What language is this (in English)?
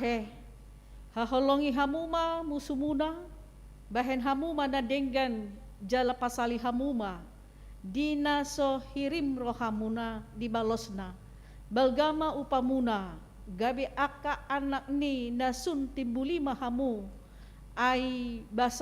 Batak Toba